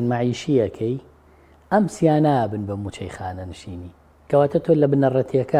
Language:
Central Kurdish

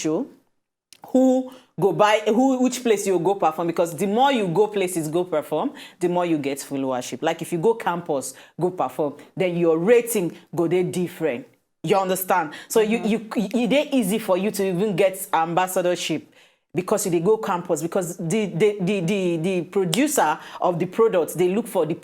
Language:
Nigerian Pidgin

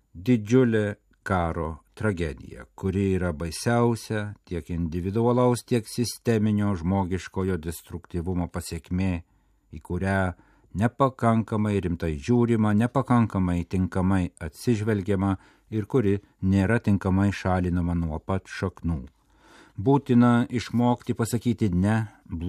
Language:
Lithuanian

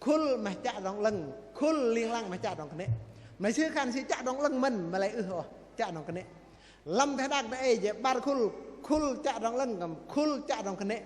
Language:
Bahnar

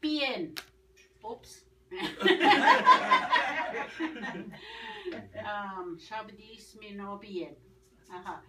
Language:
Ojibwa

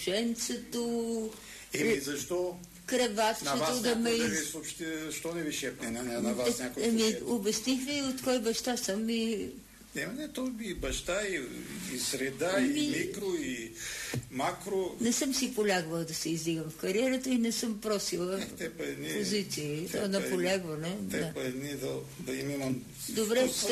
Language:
Bulgarian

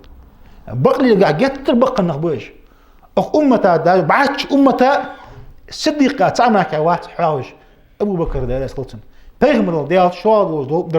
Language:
Ingush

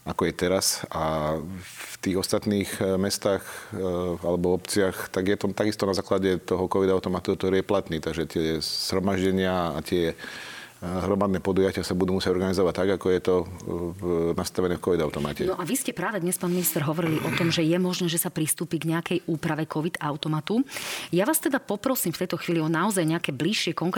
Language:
Slovak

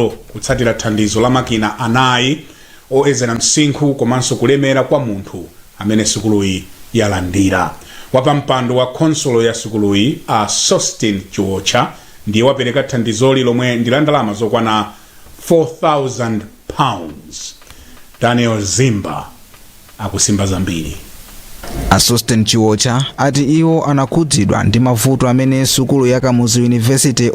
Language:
Nyanja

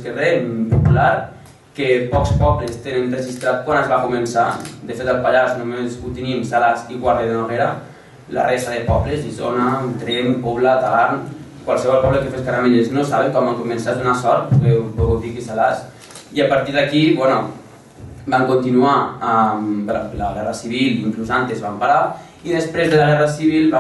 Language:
Catalan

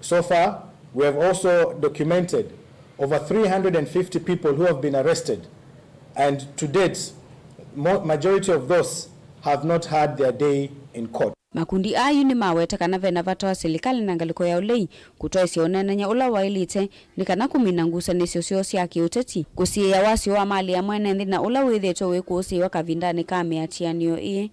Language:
Kamba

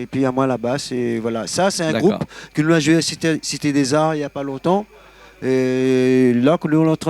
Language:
Réunion Creole French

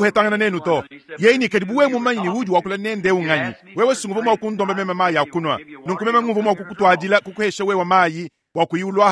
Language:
Luba-Lulua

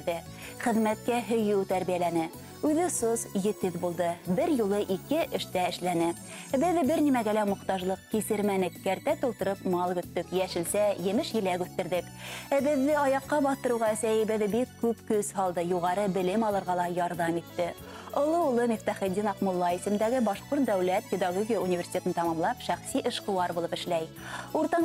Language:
Bashkir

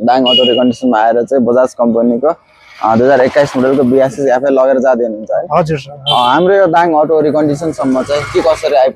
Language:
Nepali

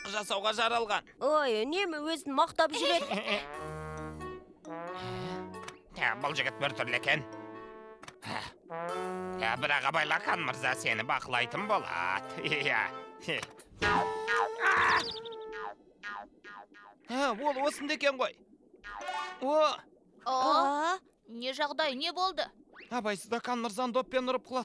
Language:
Kazakh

